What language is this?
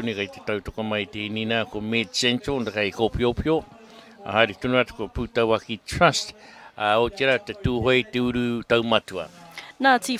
Māori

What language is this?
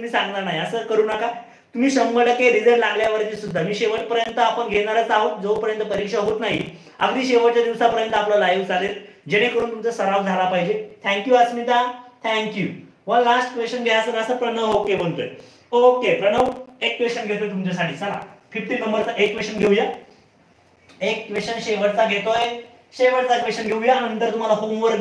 Marathi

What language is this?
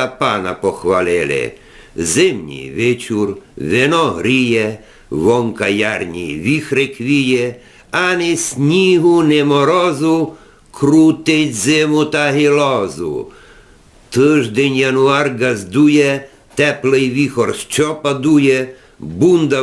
Rusyn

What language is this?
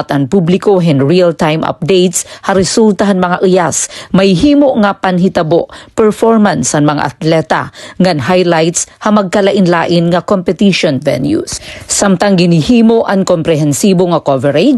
Waray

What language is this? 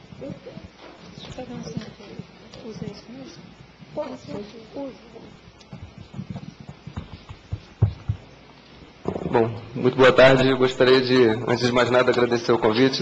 Portuguese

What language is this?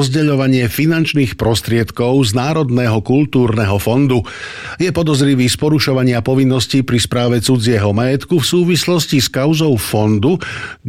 Slovak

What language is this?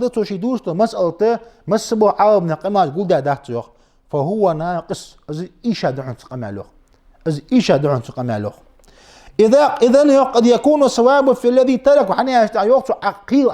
Ingush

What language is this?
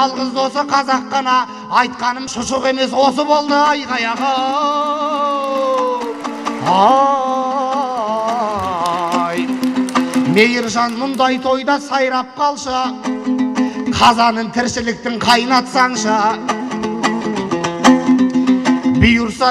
Kazakh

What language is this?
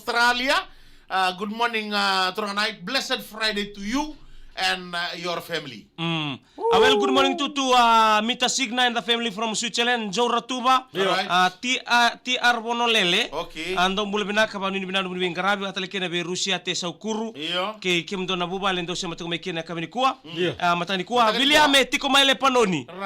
Fijian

